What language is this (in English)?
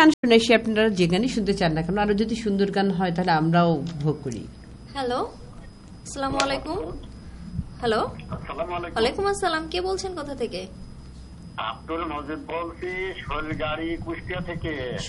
Bangla